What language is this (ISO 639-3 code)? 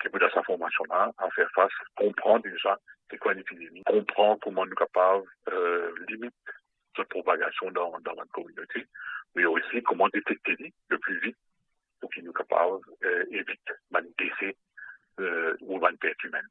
mfe